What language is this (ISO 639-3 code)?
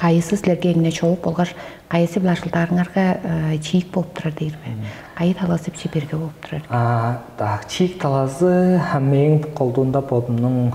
tyv